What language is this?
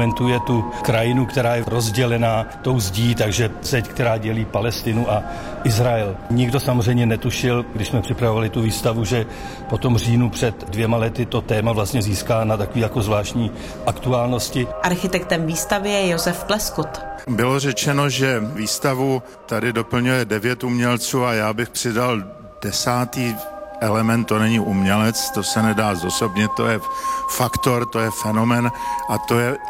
Czech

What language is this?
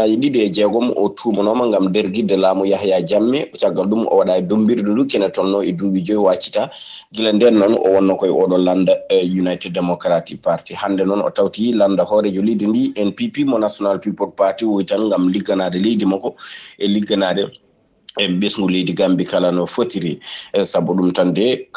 Fula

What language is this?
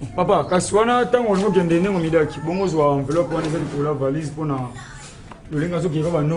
Lingala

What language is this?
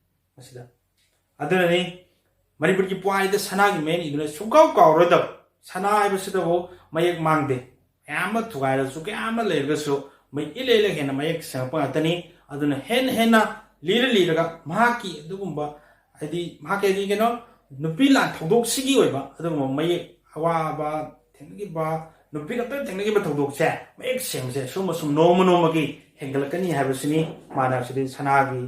Manipuri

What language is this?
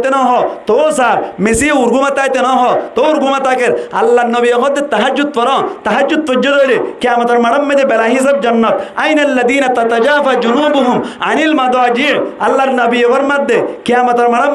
Rohingya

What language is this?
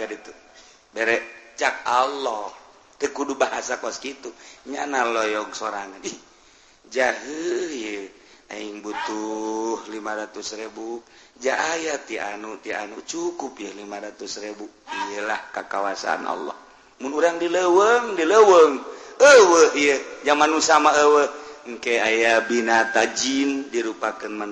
Sundanese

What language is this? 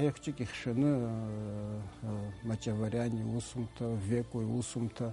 Abkhazian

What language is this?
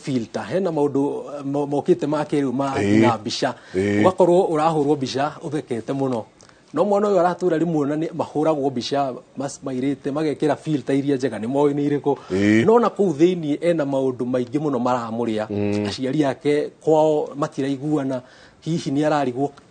Kikuyu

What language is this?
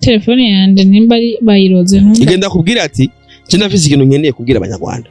Rundi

